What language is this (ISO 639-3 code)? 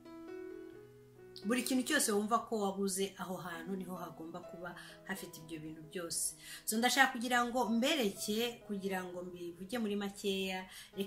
kin